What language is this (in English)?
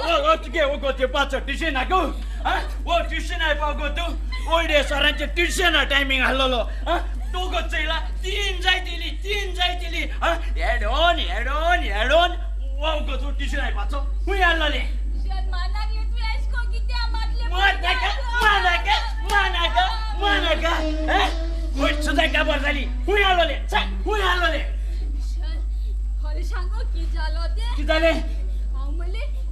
Konkani